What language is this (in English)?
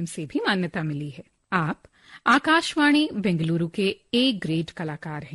Hindi